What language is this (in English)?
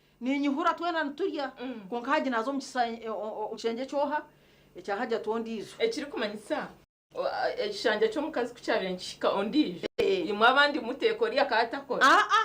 Nyankole